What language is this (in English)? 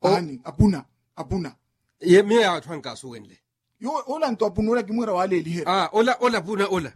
Makhuwa